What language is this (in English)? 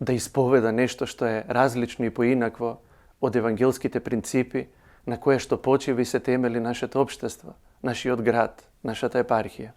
Macedonian